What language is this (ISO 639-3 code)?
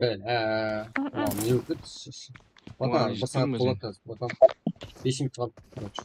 kaa